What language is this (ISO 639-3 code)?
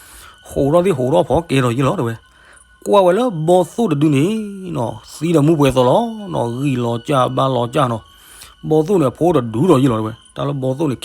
ksw